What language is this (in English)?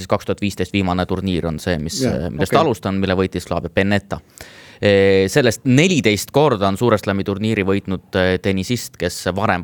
Estonian